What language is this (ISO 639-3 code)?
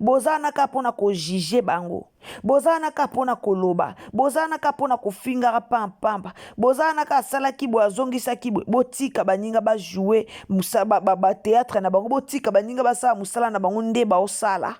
lin